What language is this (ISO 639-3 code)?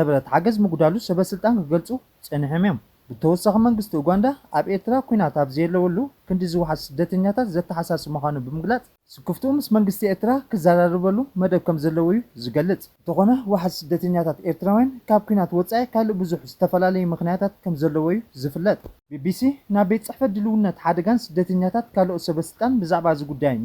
tir